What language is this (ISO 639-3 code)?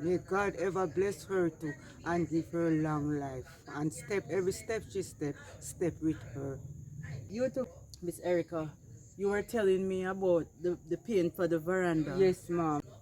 jam